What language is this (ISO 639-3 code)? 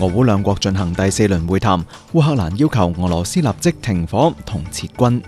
yue